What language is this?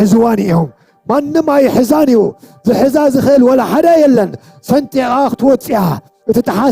Tigrinya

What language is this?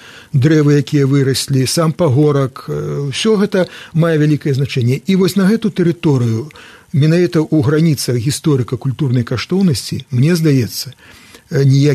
Belarusian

